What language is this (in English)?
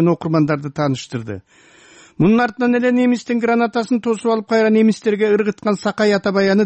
Kyrgyz